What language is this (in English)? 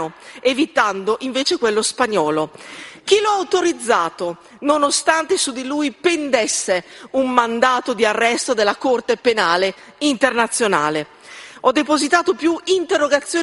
Italian